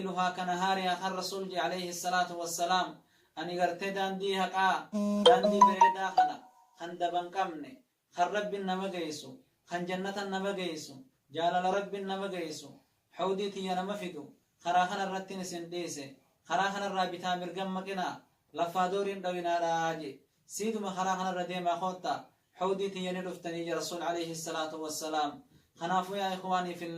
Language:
Oromo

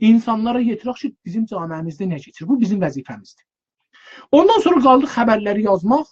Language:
South Azerbaijani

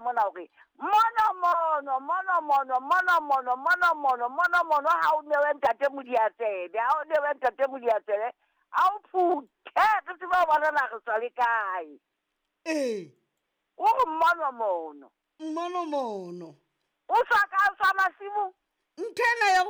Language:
Southern Sotho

